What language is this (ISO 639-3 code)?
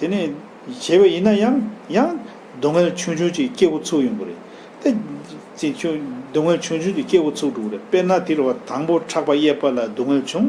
bod